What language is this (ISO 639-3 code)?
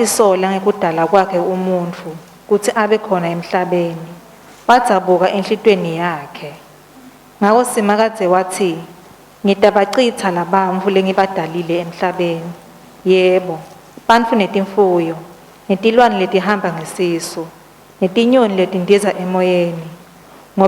ssw